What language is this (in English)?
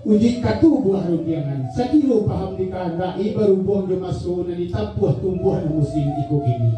Minangkabau